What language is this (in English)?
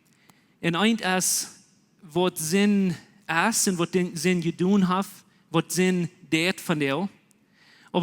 Plautdietsch